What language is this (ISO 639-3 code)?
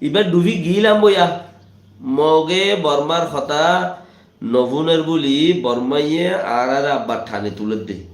rhg